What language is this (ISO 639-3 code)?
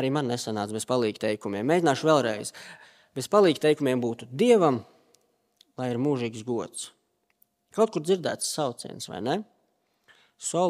lav